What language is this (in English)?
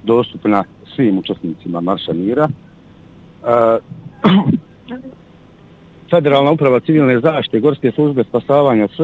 Bosnian